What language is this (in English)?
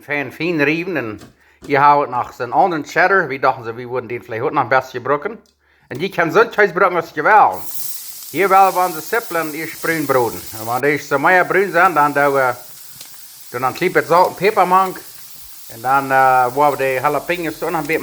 Plautdietsch